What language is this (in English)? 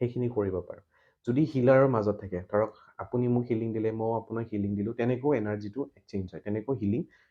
Assamese